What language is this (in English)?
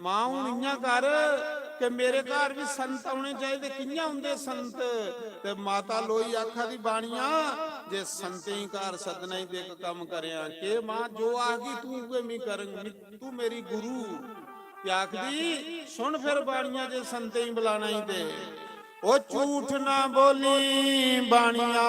Dogri